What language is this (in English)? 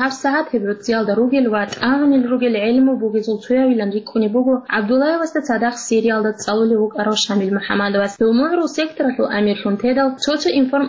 Avaric